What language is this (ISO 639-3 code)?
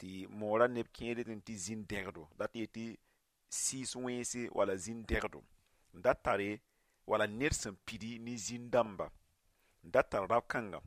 mos